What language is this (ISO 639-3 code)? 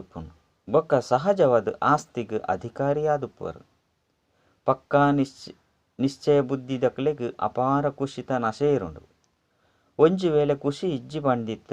tcy